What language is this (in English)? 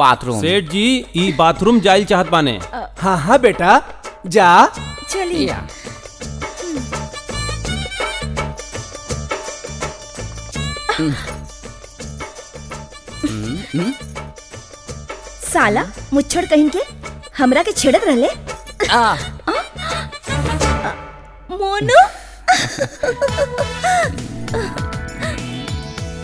Bhojpuri